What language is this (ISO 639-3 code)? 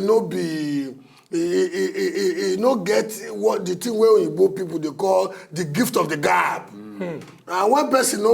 pcm